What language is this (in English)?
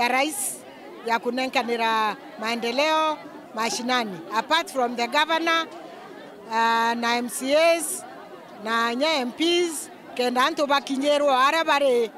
Meru